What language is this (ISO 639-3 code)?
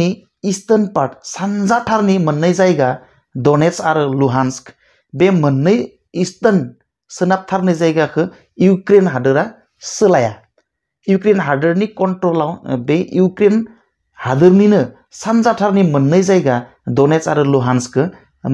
brx